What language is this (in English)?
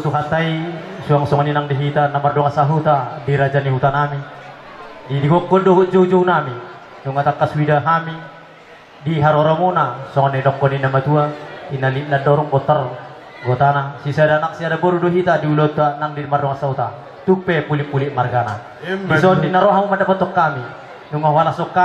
Batak Toba